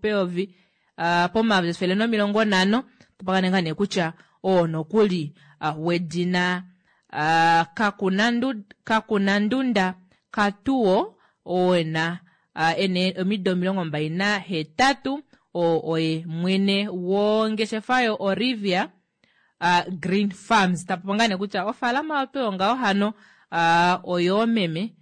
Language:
Kuanyama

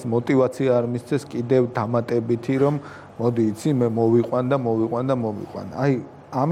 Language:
Georgian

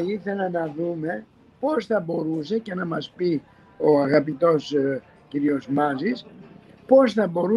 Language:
Greek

